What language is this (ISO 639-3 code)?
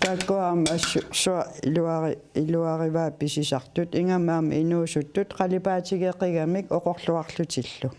kal